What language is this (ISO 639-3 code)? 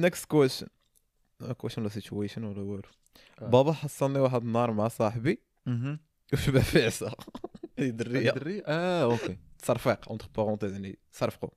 ary